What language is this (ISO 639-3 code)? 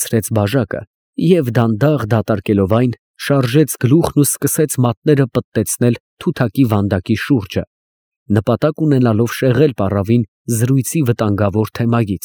hye